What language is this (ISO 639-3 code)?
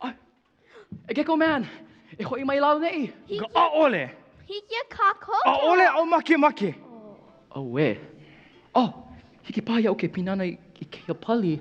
haw